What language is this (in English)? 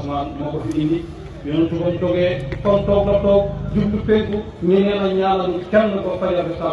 Wolof